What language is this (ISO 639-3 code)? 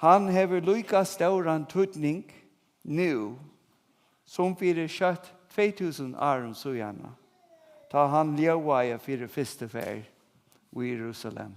fao